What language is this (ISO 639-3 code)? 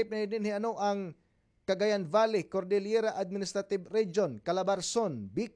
war